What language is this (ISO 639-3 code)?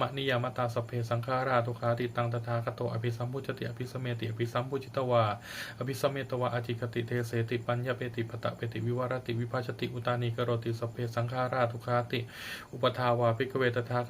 pli